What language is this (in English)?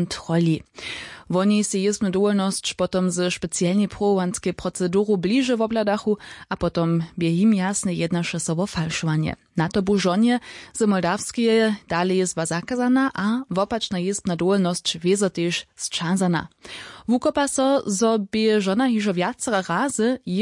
Upper Sorbian